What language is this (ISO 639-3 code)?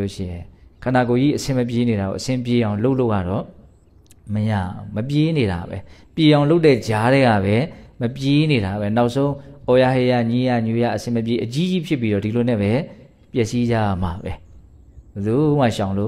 mya